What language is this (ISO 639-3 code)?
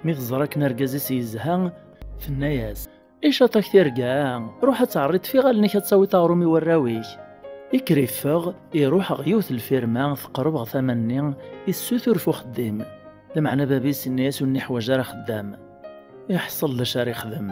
kab